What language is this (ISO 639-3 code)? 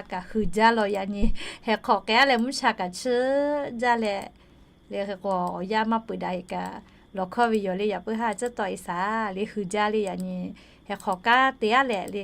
lhu